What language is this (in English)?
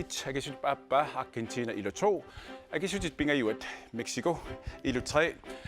Kalaallisut